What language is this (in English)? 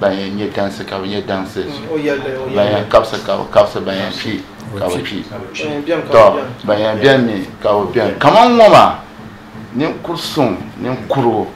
Dagbani